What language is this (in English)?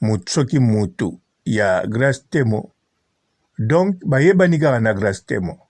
Lingala